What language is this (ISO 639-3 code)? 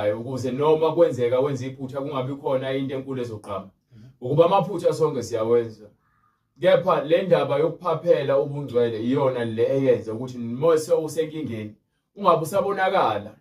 zul